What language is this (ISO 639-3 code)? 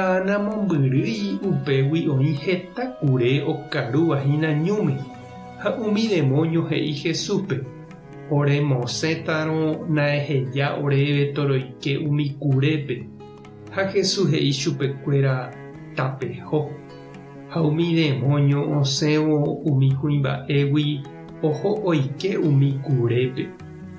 grn